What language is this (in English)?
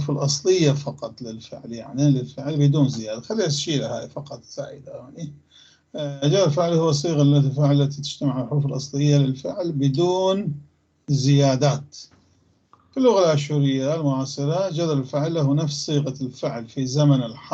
North Levantine Arabic